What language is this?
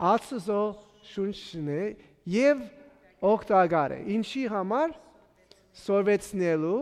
Armenian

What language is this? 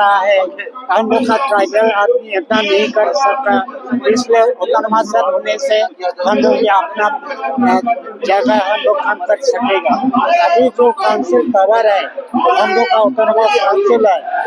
Karbi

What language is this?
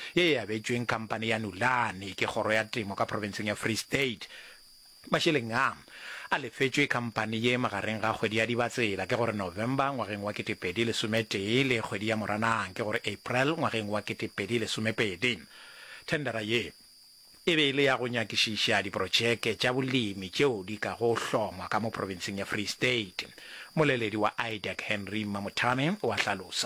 Northern Sotho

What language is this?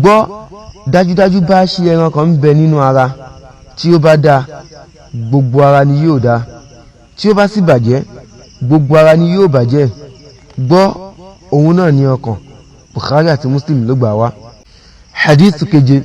Yoruba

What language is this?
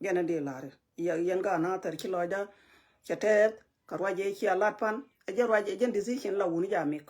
Nuer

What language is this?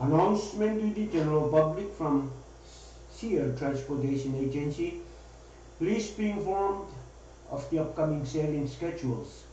Pohnpeian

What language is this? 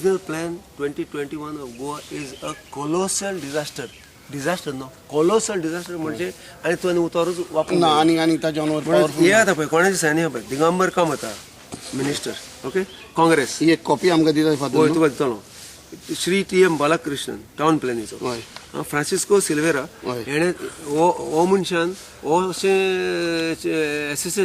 Konkani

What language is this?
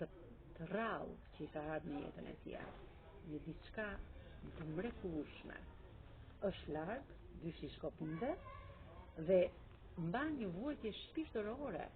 Albanian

